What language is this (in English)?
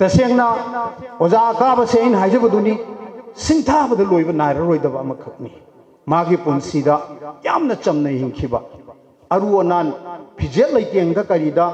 Manipuri